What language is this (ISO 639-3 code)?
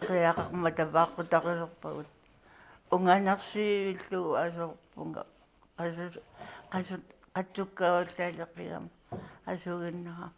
kal